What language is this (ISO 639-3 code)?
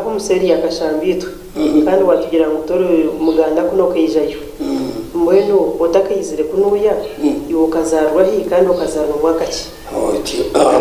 nyn